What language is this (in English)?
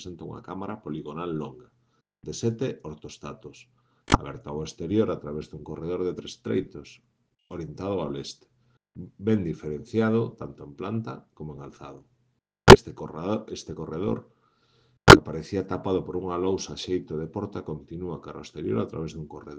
Galician